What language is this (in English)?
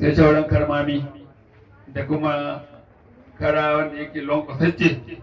Hausa